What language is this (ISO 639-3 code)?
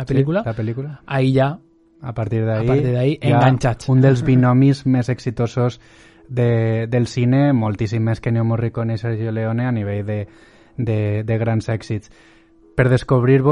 cat